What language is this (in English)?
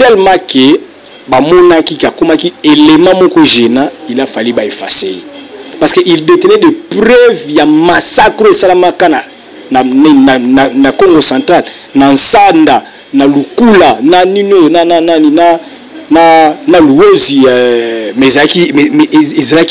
Lingala